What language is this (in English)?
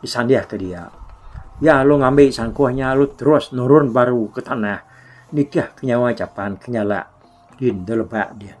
Iban